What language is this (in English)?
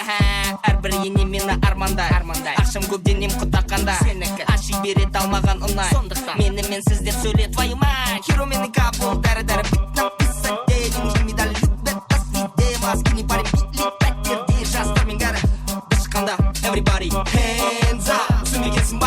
Kara-Kalpak